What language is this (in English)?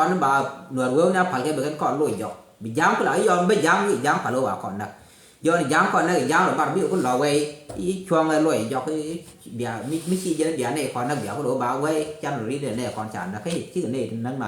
Nuer